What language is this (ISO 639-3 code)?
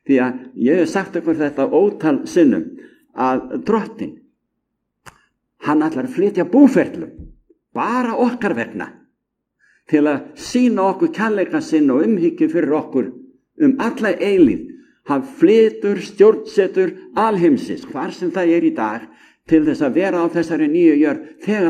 isl